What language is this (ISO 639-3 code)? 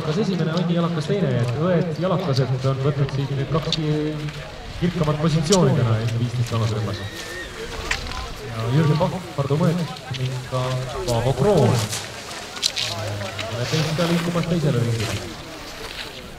est